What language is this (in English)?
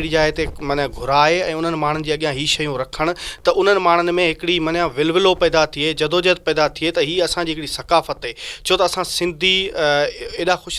Sindhi